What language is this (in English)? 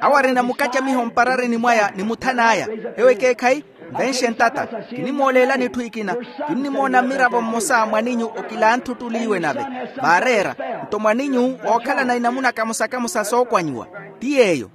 Makhuwa